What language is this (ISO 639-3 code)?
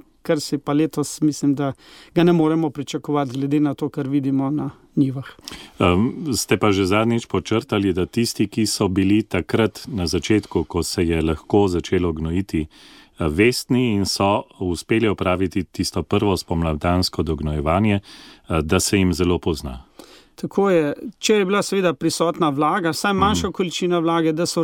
slv